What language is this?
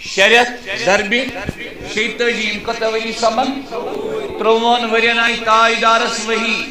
Kashmiri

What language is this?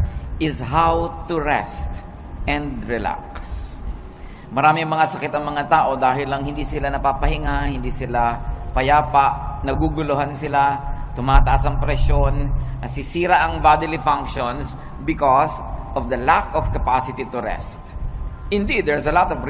Filipino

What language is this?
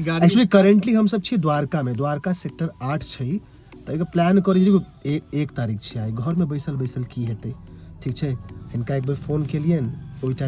Maithili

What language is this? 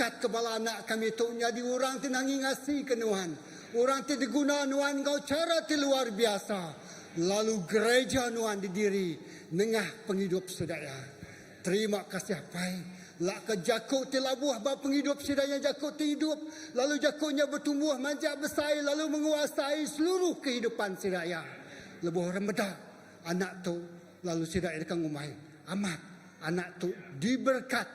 Iban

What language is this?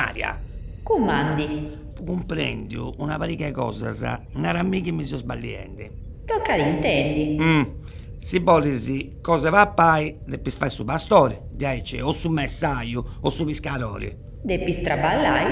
Sardinian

